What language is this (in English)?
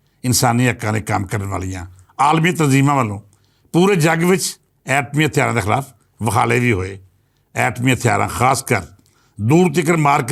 Western Panjabi